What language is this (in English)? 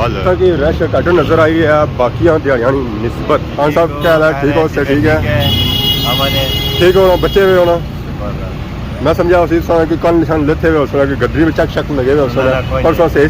Pahari-Potwari